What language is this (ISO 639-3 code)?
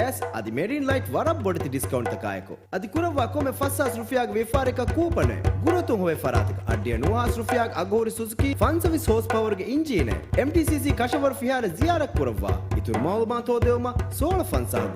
div